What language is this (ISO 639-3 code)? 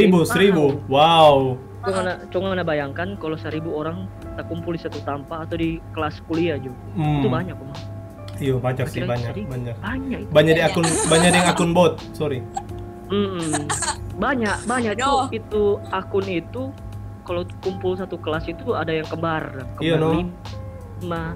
xmm